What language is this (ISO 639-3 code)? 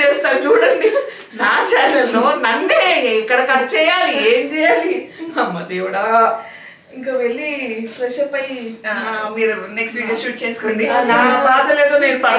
tel